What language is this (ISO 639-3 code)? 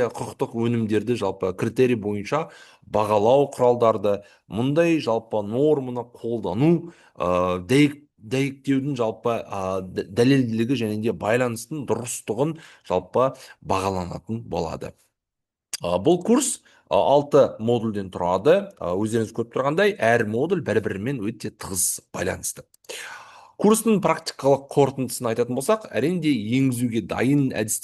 kaz